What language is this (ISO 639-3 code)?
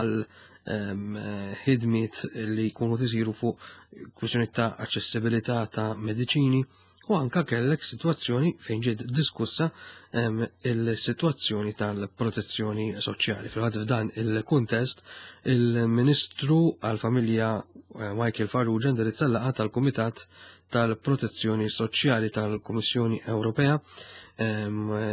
mlt